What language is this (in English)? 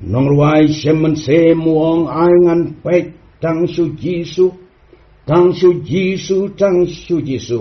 Khasi